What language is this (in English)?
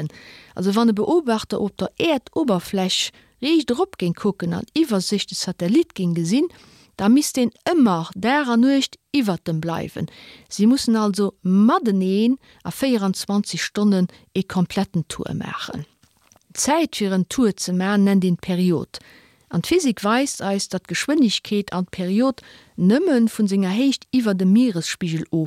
Luxembourgish